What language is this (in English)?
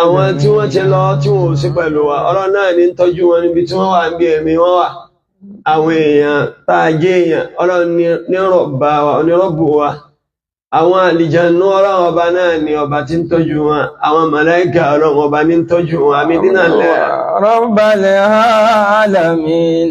Yoruba